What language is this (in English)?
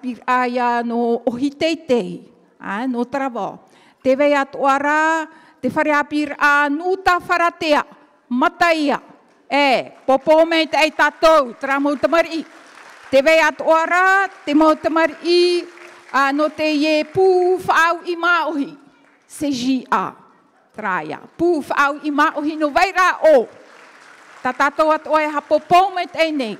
Tahitian